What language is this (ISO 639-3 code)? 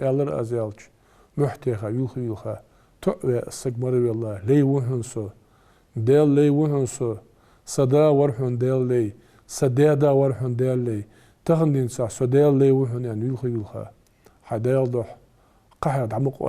inh